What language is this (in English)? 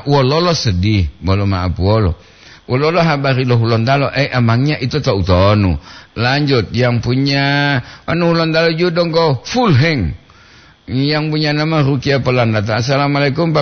Gorontalo